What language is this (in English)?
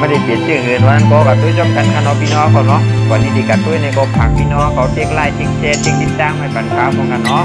Shan